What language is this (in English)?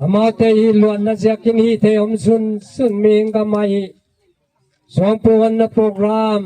Gangte